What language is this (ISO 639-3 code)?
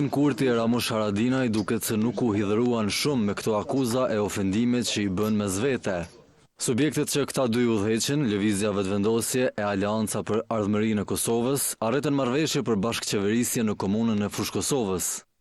sqi